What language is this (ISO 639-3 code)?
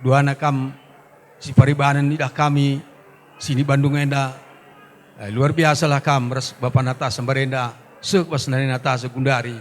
btx